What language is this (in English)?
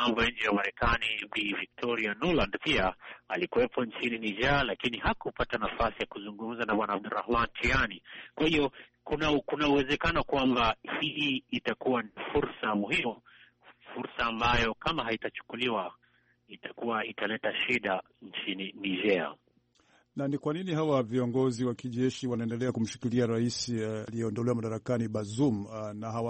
Swahili